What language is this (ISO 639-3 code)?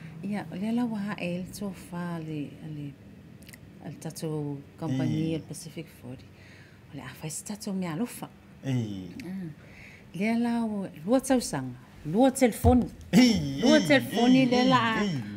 smo